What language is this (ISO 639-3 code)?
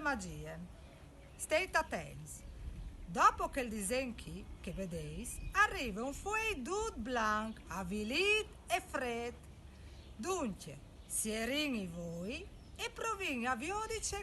fur